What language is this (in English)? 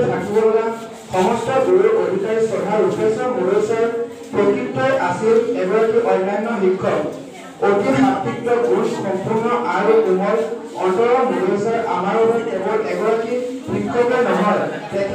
Assamese